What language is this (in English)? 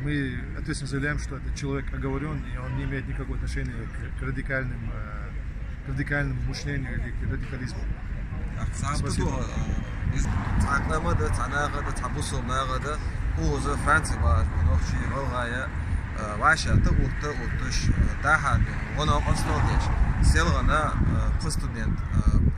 Chechen